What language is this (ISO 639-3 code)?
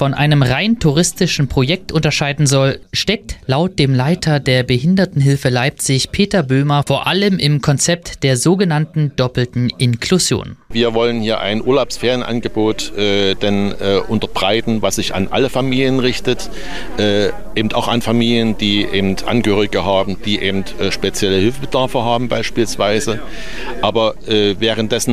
deu